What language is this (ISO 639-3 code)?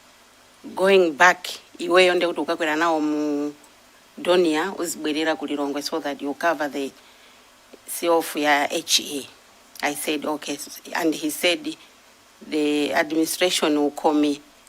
nya